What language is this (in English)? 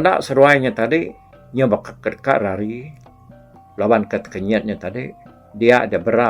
Iban